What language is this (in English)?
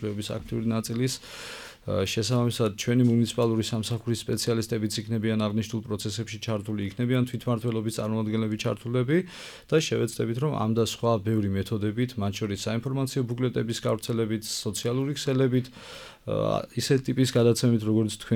Georgian